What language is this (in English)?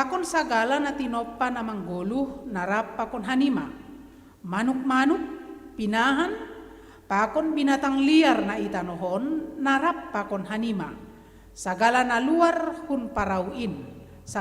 Batak Simalungun